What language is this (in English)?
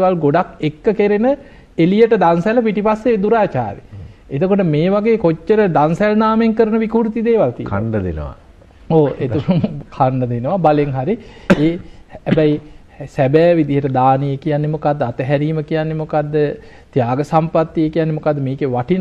Sinhala